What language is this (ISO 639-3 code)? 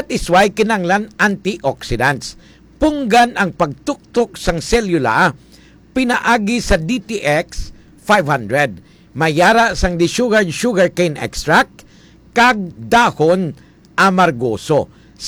hil